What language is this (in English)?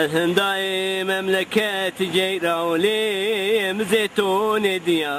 Zaza